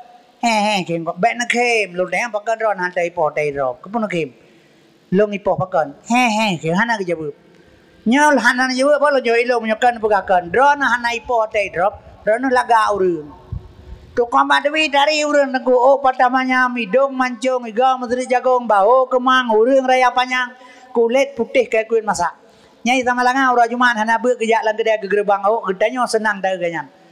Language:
Achinese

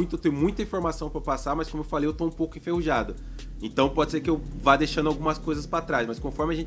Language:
Portuguese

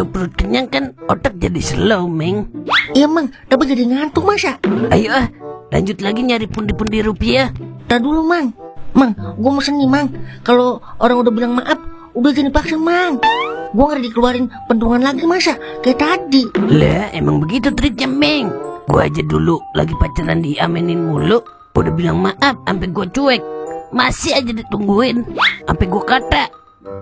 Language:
Betawi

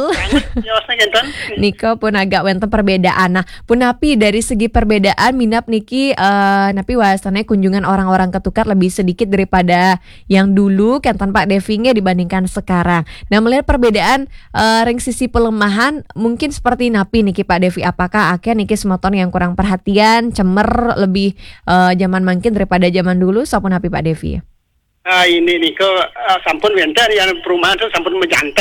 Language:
Balinese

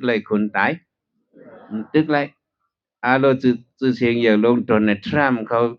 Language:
Shan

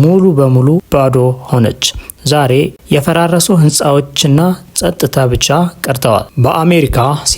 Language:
Amharic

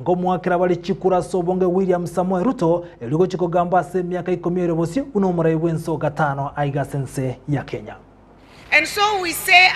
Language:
Gusii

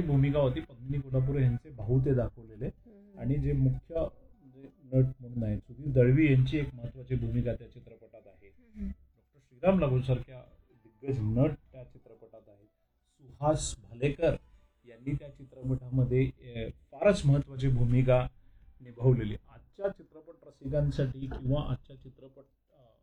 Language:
Marathi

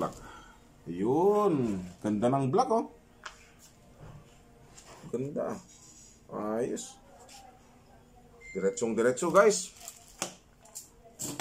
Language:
Filipino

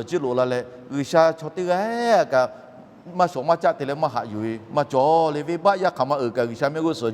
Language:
Lahu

